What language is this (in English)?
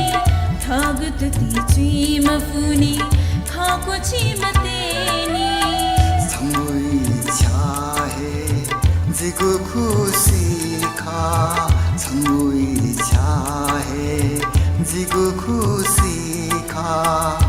Newari